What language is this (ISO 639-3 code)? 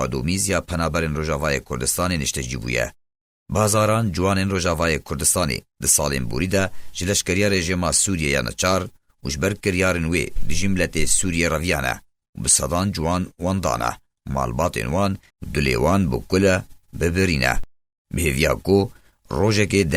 kur